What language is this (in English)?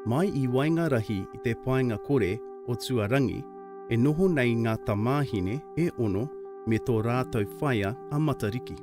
Māori